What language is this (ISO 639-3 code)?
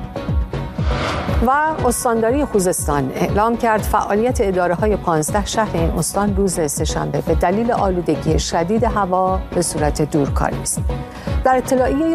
fas